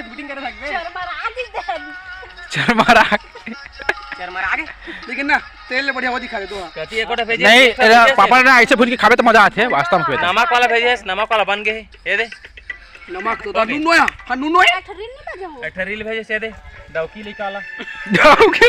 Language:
Chhattisgarhi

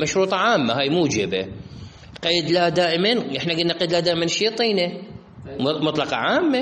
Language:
Mesopotamian Arabic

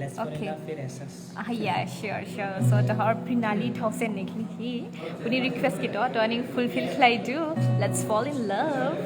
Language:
Dimasa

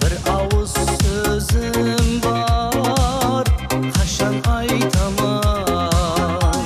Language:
Kara-Kalpak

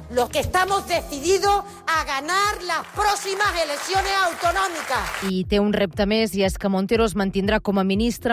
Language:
Catalan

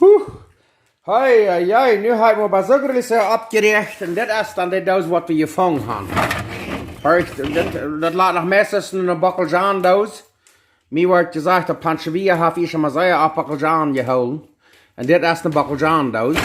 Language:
Plautdietsch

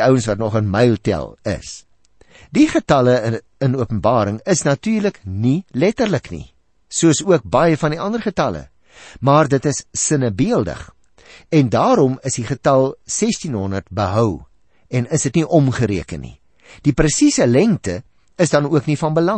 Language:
Afrikaans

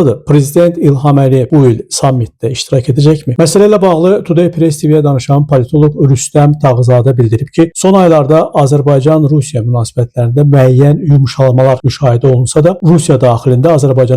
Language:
Azerbaijani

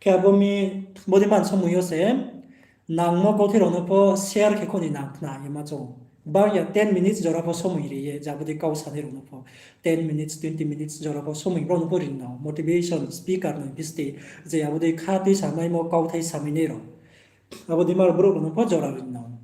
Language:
Riang (India)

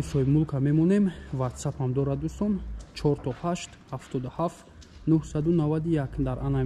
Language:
Tajik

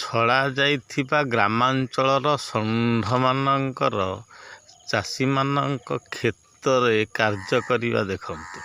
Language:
Odia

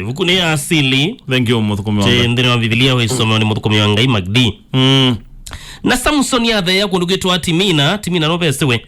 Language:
Kamba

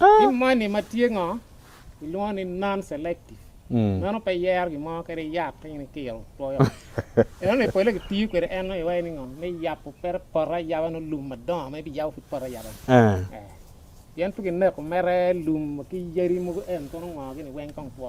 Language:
Acoli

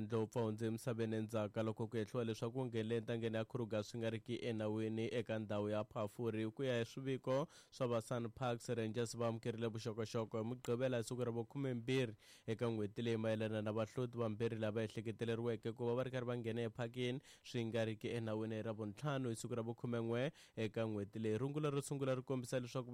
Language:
Tsonga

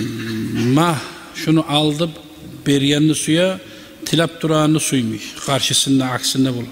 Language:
Kumyk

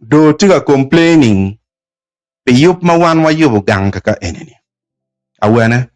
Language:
Acoli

